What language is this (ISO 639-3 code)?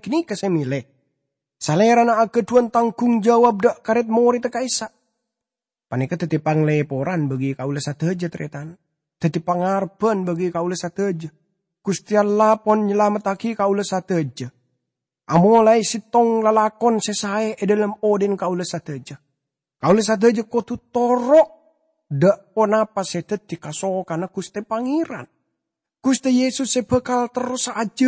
mad